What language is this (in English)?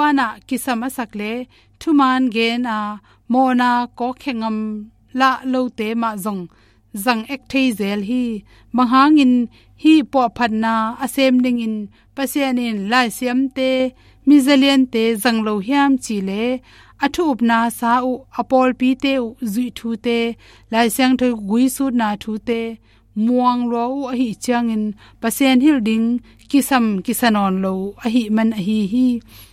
Tedim Chin